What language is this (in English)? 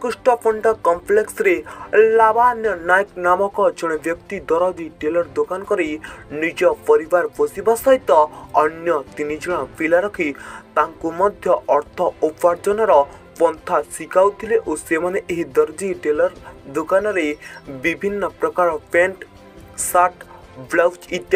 Odia